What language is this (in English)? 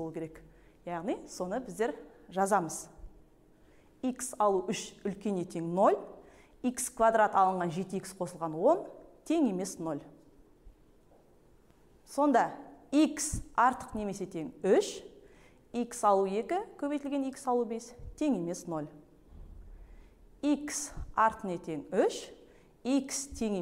Kazakh